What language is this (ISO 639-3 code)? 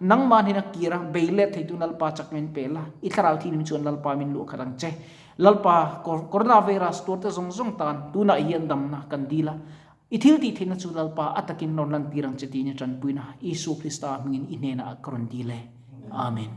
lus